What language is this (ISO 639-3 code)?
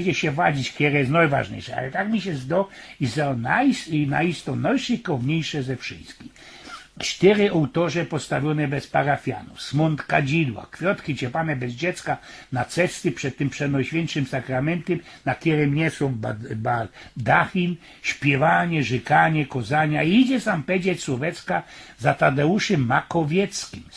szl